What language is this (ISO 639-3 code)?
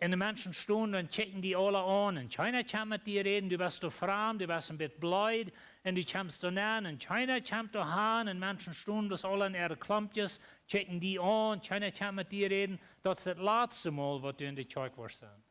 pdt